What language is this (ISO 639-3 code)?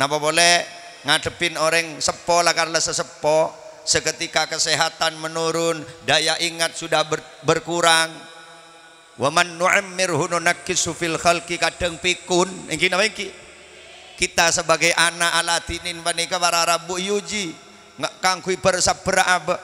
mad